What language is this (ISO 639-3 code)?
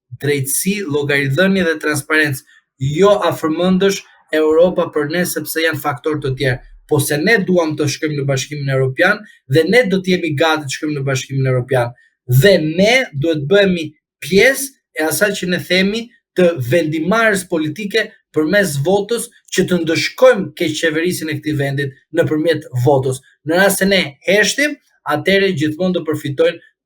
sqi